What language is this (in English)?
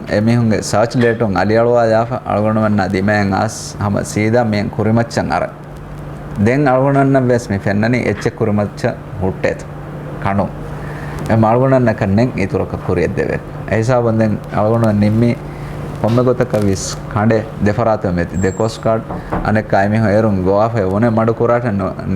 Divehi